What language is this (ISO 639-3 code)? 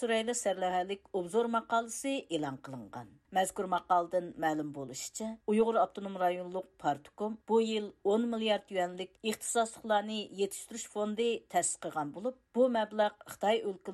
uig